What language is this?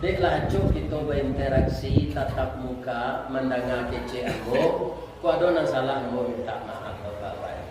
Minangkabau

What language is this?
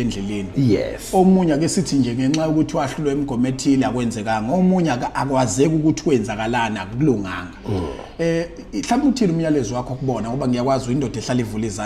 Zulu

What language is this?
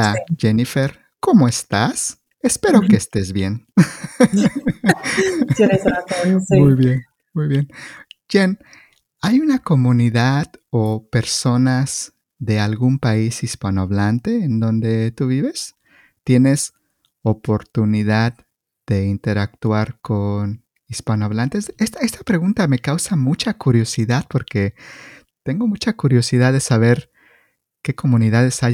Spanish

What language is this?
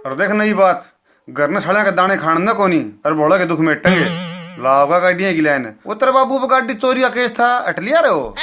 Haryanvi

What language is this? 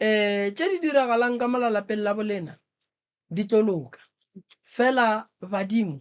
Northern Sotho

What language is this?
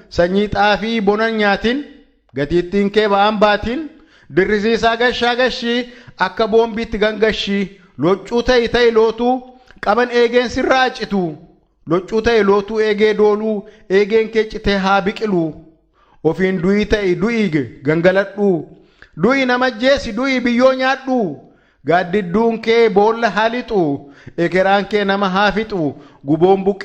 Oromo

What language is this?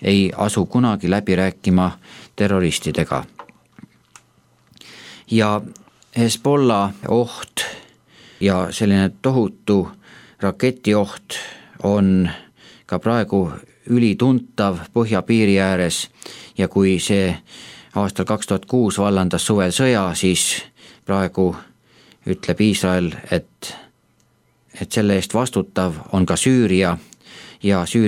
Estonian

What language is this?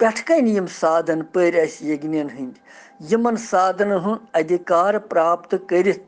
Kashmiri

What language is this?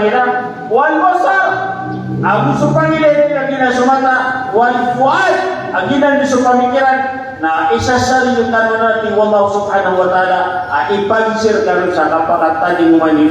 Maranao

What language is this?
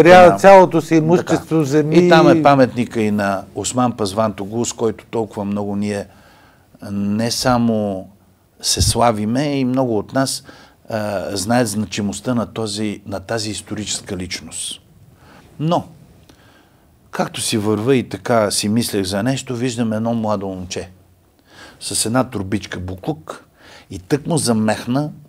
Bulgarian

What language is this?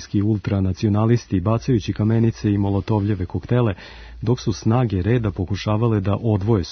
Serbian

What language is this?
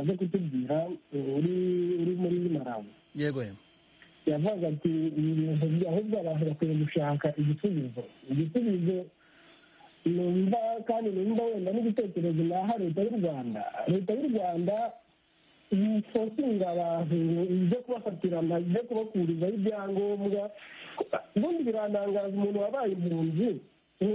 Kinyarwanda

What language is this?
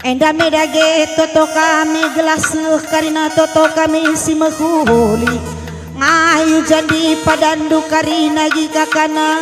Batak Karo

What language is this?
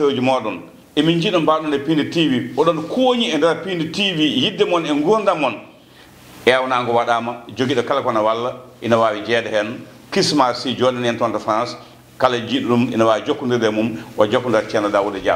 Fula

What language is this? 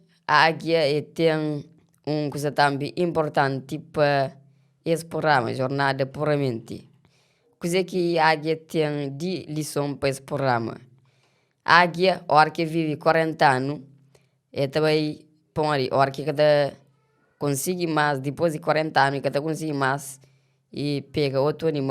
Kabuverdianu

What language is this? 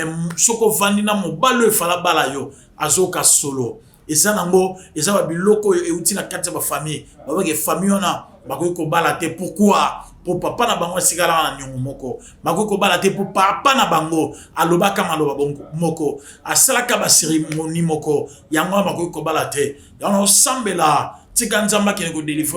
Lingala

